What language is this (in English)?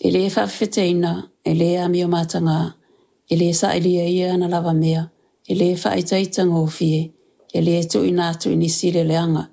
Samoan